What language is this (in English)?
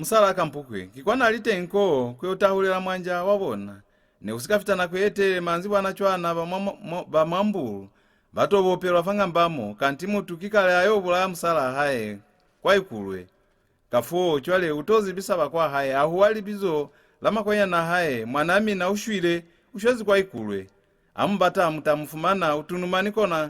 Lozi